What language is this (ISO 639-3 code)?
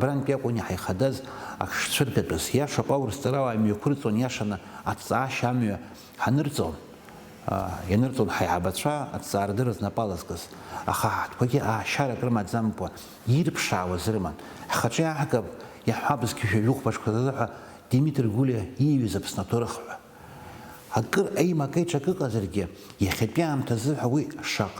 abk